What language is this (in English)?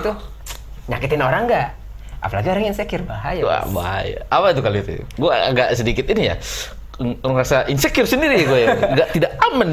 Indonesian